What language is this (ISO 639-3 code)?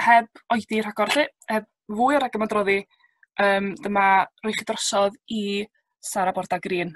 cym